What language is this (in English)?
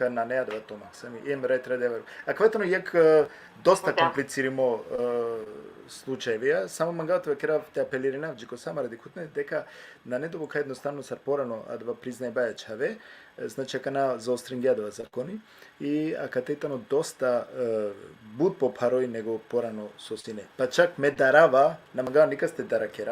Balkan Romani